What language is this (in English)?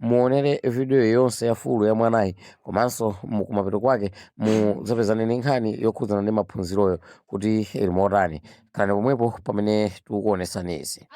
Nyanja